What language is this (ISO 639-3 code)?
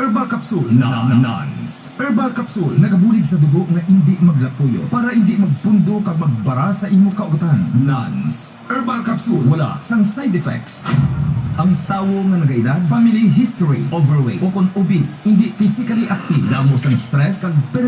hil